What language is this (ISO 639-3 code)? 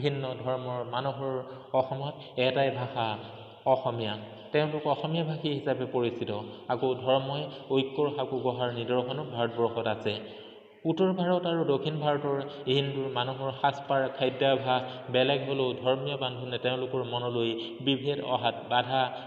asm